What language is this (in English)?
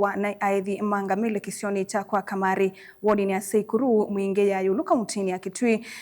Kamba